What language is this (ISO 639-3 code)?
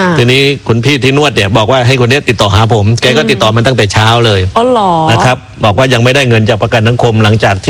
tha